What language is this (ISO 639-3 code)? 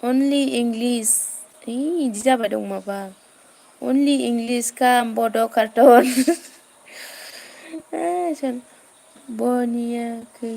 brx